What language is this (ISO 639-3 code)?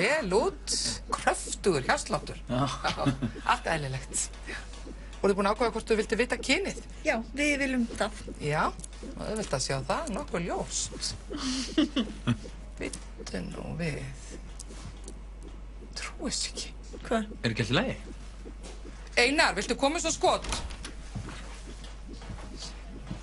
isl